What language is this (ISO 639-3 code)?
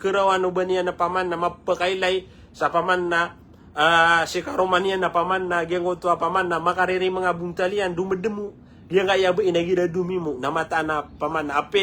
mrw